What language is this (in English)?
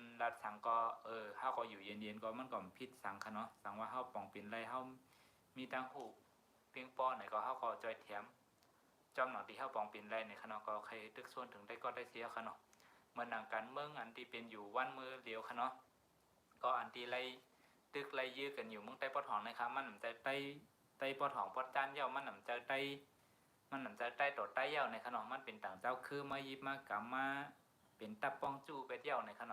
Shan